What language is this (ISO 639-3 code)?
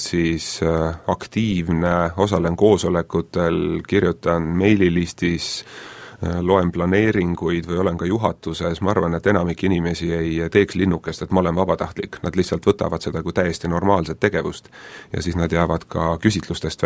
est